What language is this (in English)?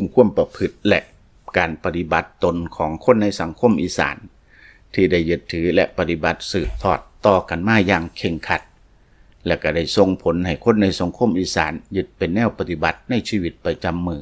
Lao